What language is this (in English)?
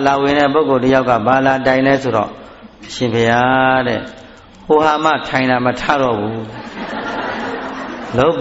Burmese